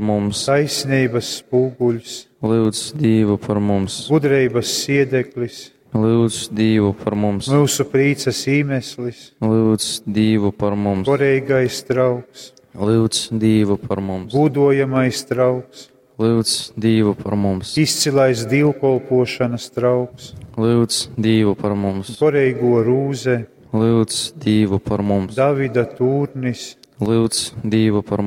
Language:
Latgalian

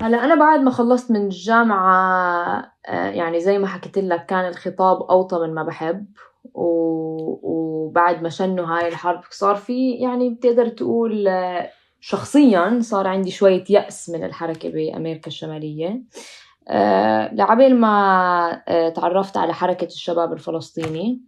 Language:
North Levantine Arabic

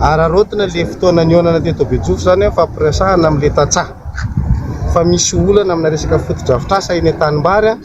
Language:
Malagasy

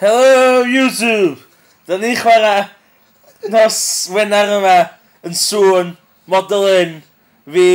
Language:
Welsh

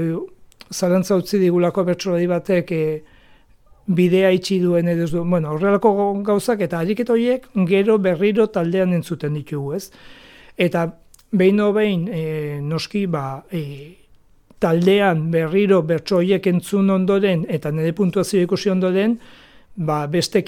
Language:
Basque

